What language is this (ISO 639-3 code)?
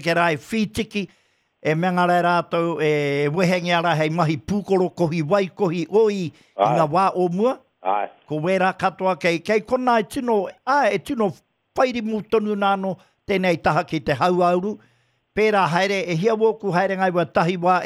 mri